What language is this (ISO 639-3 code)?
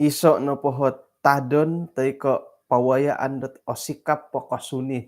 dtp